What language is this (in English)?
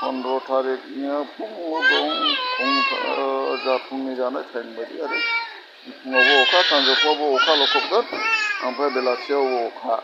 Bodo